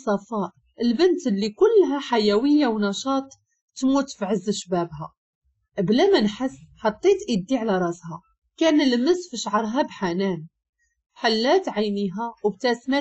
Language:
Moroccan Arabic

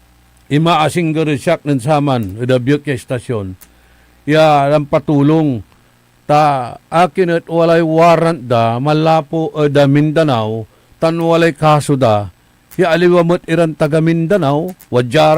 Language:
Pangasinan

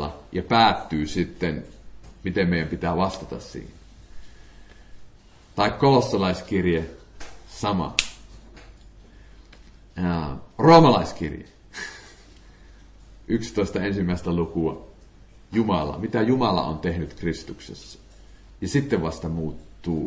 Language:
Finnish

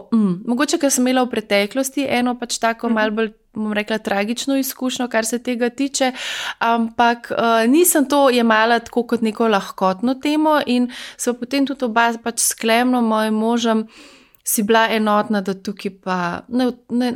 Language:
Slovenian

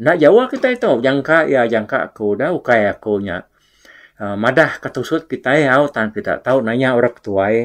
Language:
Iban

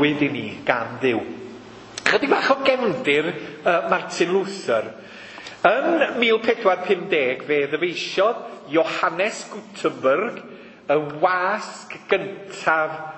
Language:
Welsh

